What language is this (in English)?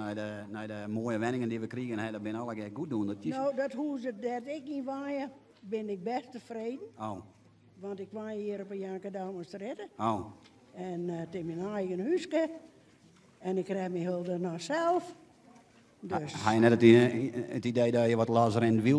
Western Frisian